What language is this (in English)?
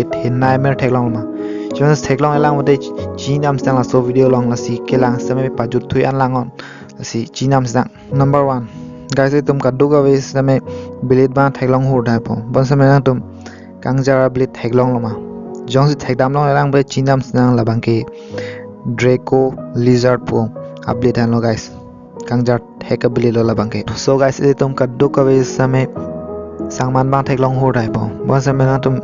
Karbi